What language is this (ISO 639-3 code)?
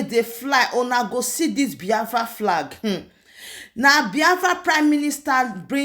pcm